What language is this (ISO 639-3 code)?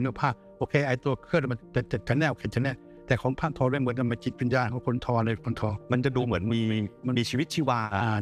tha